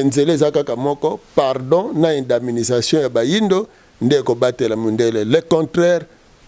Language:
Lingala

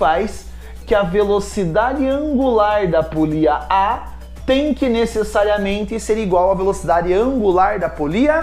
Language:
Portuguese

